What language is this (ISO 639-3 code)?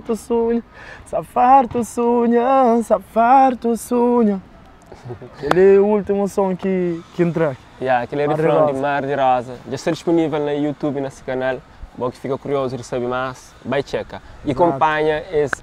kea